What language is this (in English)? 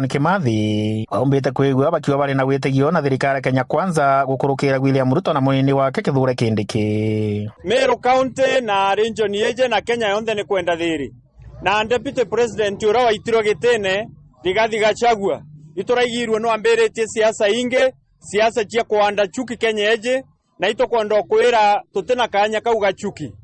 Meru